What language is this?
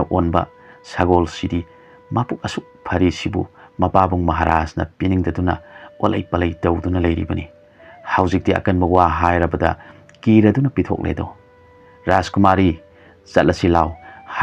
Manipuri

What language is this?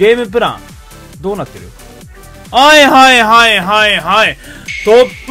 Japanese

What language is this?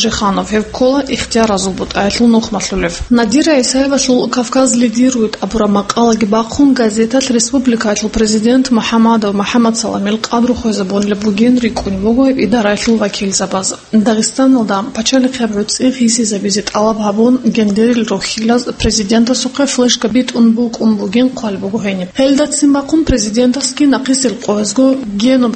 Avaric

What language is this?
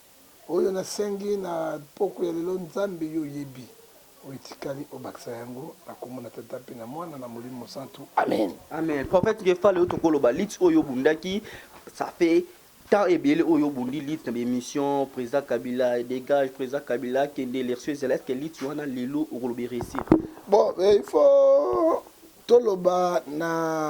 Lingala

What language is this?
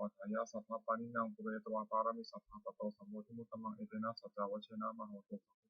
Pali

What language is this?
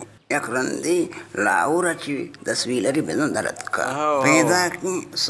Baluchi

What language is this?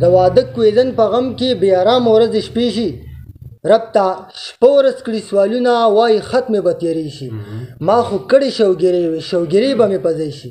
Pashto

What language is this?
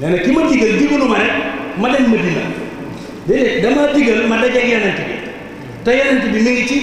Wolof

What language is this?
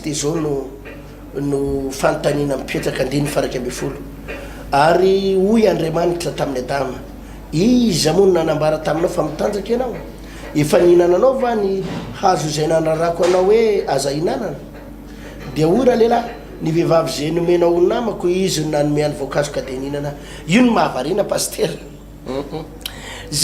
Malagasy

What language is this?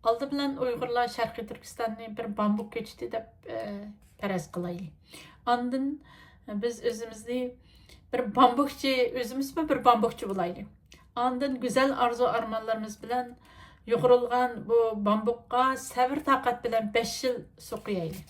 Uyghur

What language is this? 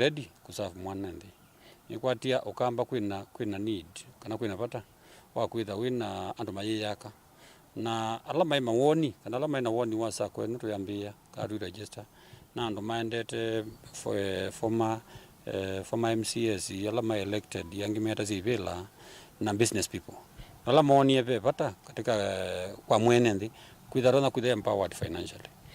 Kamba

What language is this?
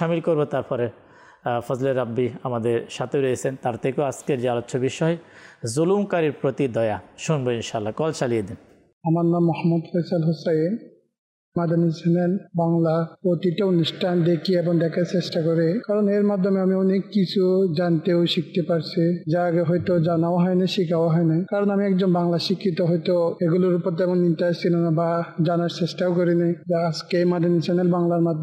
Bangla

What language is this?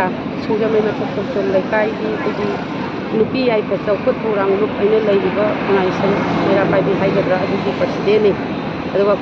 Manipuri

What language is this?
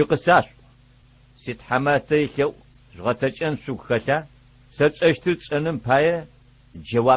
Adyghe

